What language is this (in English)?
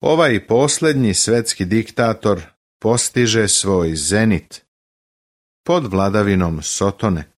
Serbian